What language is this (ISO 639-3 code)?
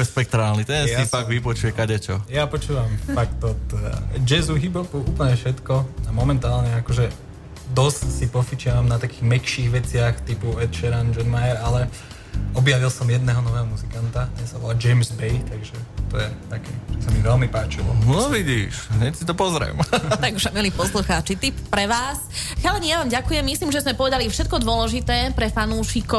slk